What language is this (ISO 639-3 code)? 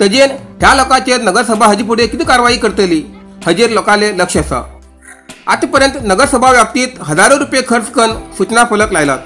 kok